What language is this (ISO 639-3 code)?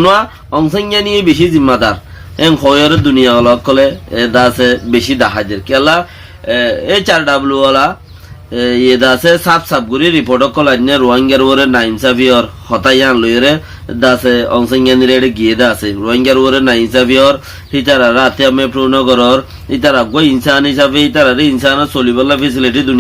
rhg